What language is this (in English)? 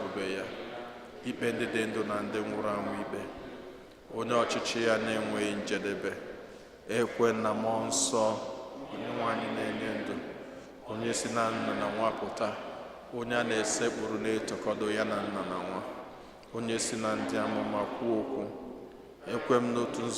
Igbo